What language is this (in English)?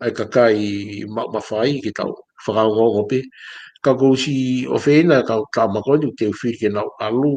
Tongan